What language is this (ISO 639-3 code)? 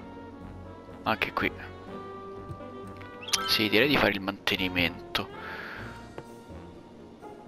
ita